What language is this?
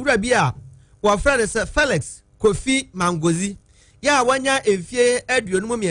Akan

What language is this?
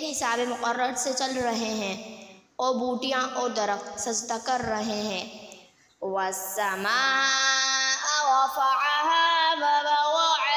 Urdu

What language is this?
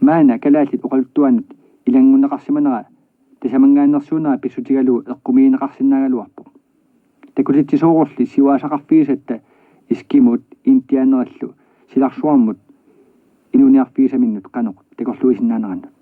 Kalaallisut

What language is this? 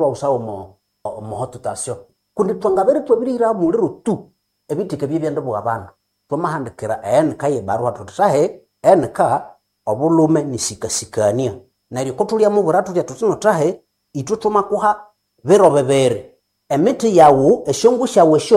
Nande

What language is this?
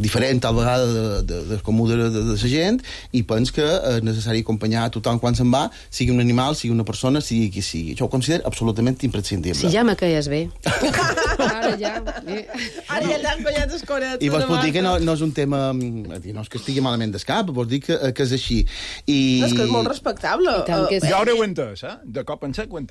Catalan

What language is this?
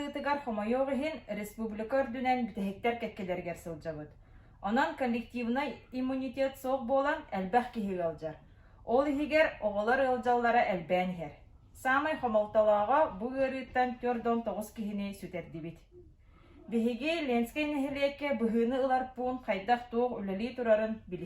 Yakut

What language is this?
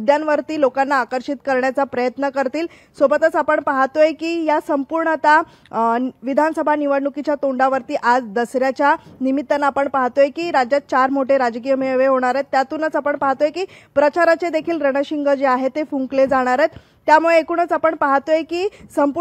Marathi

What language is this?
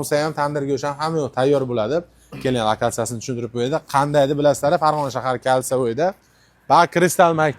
Uzbek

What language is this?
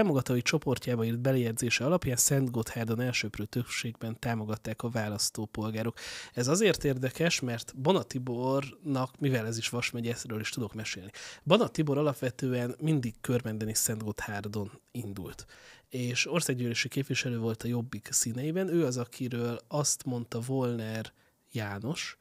Hungarian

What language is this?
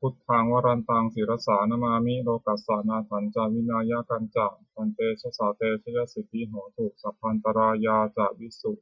Pali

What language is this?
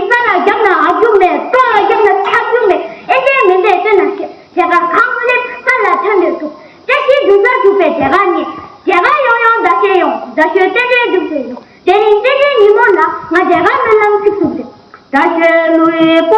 Tibetan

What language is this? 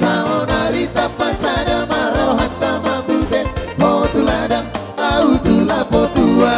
Batak Toba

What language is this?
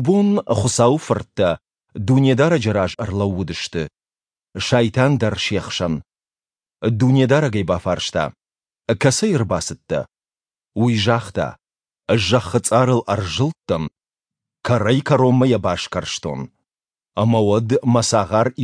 Ossetic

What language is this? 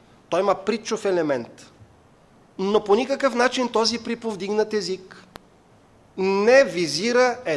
Bulgarian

